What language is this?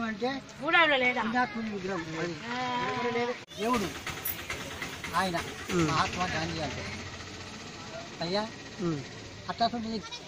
Telugu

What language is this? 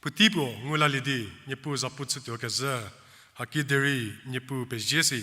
Angami Naga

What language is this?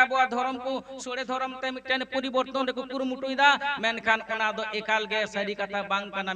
Santali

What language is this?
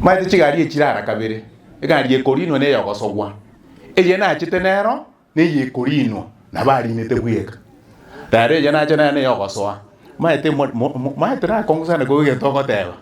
Gusii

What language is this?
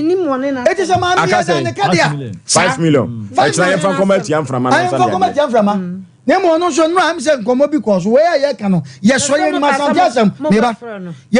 Akan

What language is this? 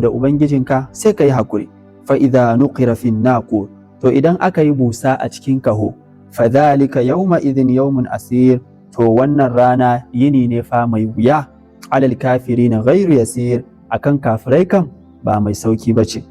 Hausa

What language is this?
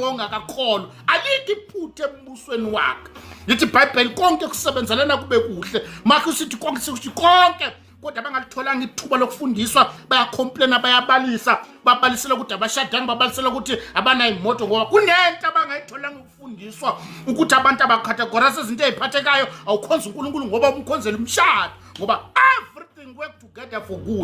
Zulu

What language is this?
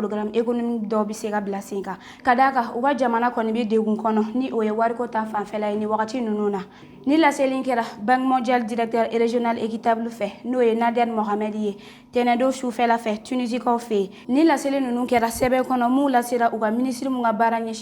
Bambara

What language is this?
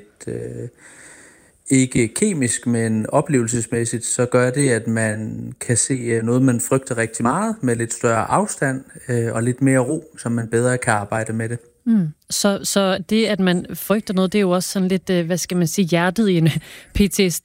Danish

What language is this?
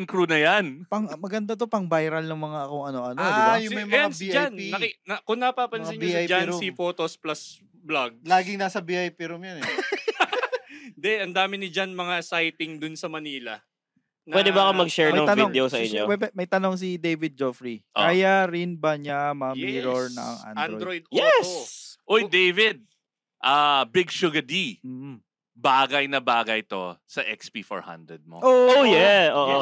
Filipino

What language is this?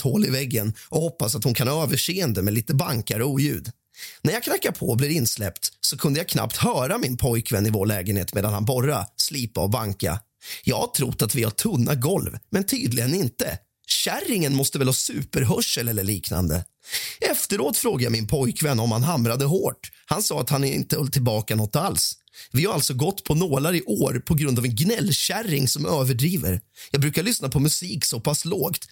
Swedish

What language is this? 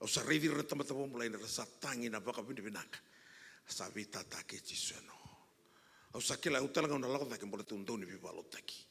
Fijian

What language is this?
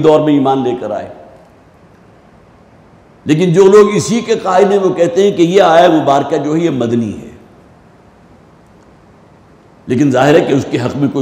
Urdu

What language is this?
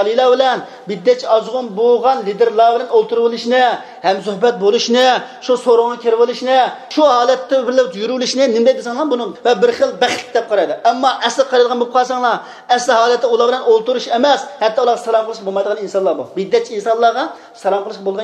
Uyghur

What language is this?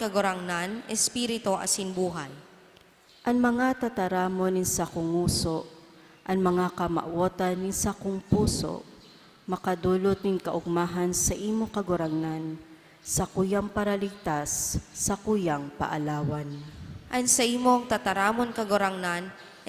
Bikol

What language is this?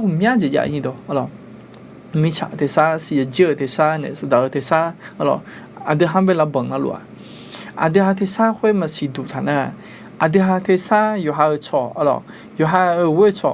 Akha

